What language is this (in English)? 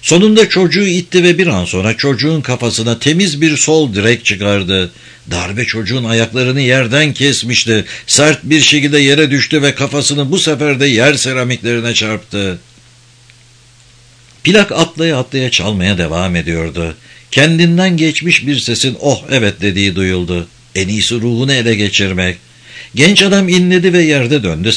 Turkish